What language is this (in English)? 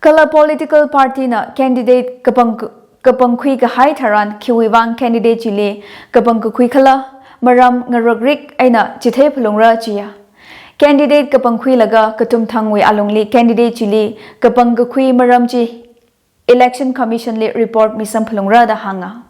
Tangkhul Naga (India)